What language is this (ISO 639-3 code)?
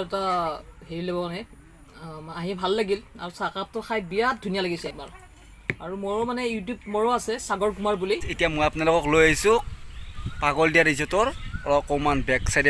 asm